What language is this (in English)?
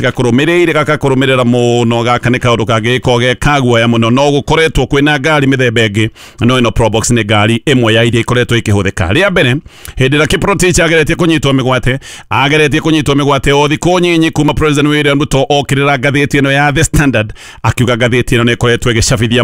Kikuyu